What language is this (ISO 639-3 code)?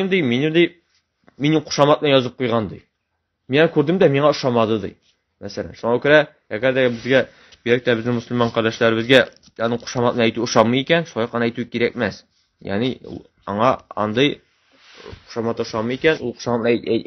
tat